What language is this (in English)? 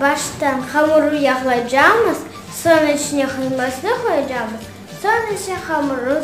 Crimean Tatar